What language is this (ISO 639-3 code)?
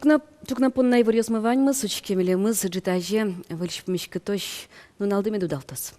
udm